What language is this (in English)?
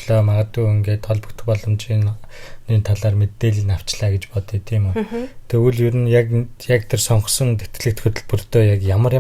Mongolian